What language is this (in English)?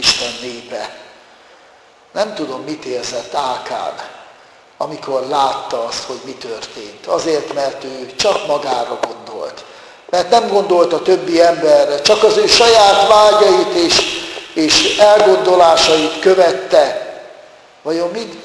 Hungarian